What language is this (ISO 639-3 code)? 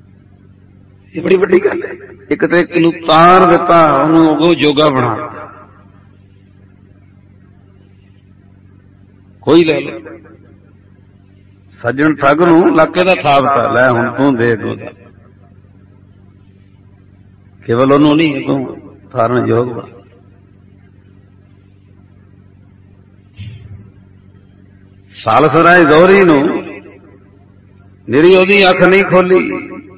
pan